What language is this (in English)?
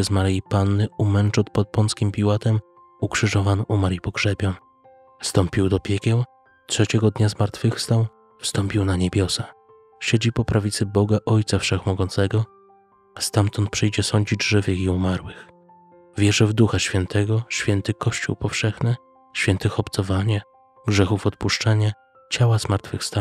Polish